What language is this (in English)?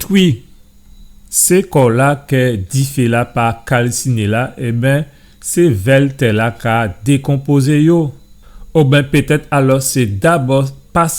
Guadeloupean Creole French